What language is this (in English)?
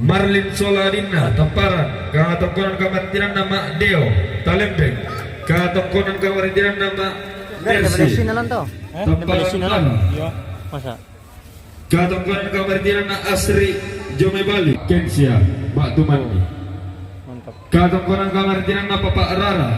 Toraja-Sa'dan